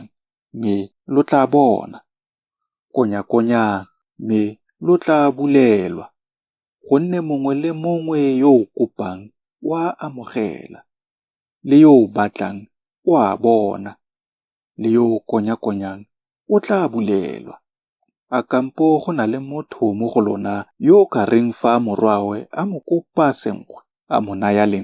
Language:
Tswana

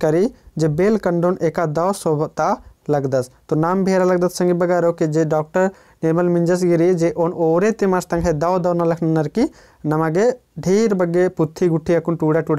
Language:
Kurukh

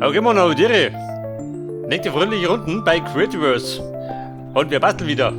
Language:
Bavarian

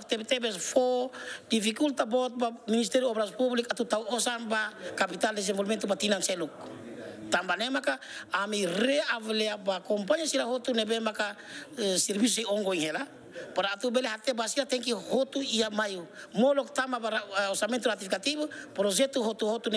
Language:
Tetum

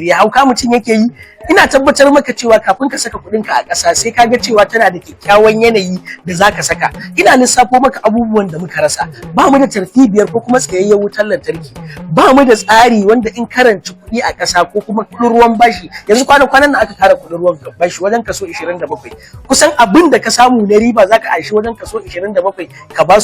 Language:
Hausa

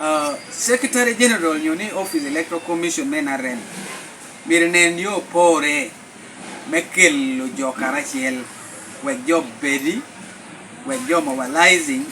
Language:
Lango (Uganda)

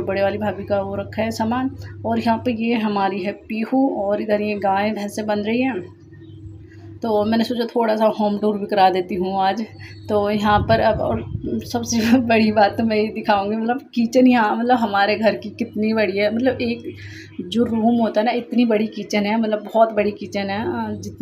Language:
Hindi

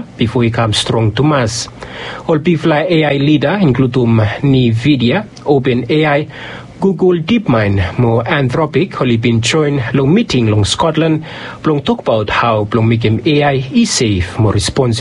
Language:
Bislama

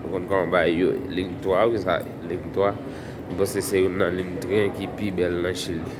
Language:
Haitian Creole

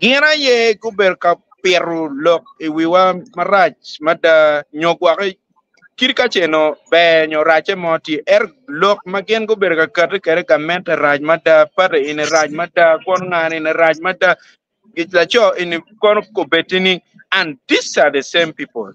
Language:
Acoli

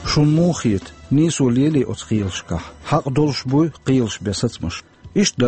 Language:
Chechen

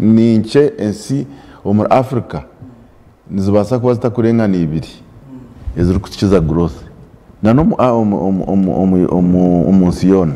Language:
Nyankole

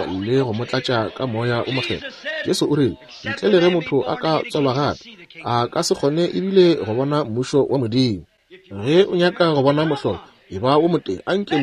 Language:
Northern Sotho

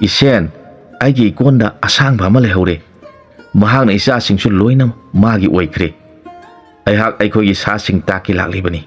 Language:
Manipuri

